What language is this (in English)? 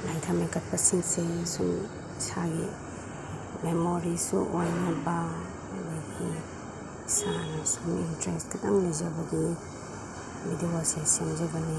Manipuri